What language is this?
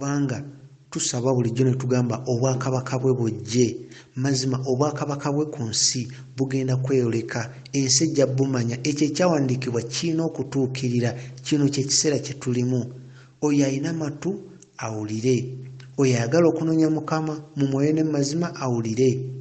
Ganda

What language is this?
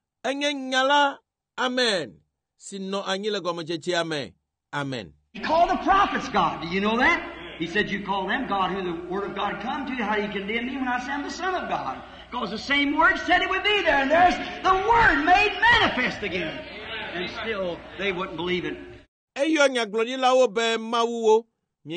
Ewe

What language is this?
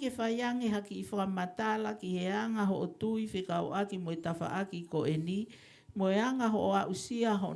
Tongan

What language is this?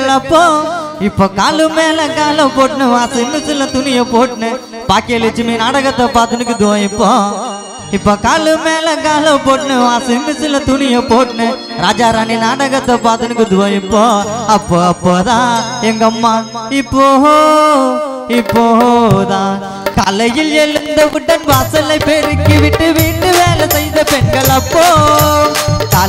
Tamil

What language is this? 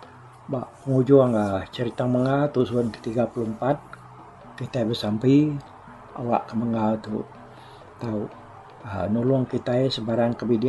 Iban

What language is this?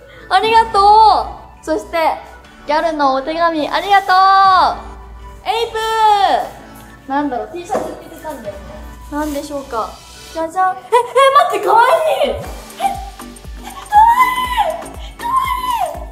Japanese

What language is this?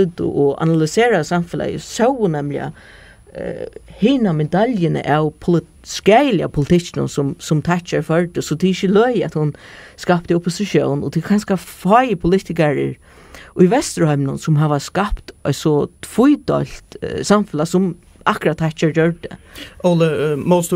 Faroese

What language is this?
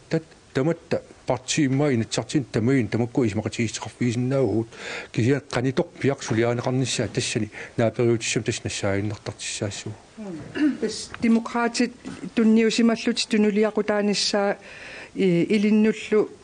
Kalaallisut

